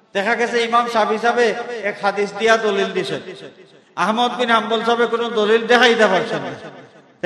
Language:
Sylheti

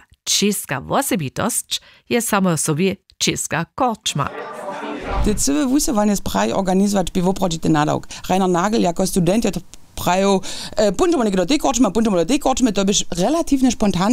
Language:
Upper Sorbian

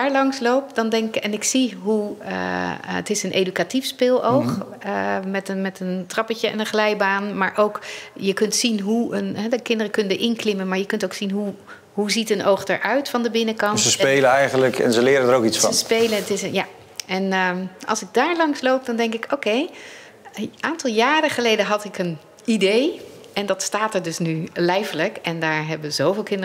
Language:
Dutch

